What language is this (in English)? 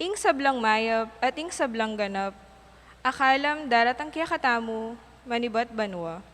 Pampanga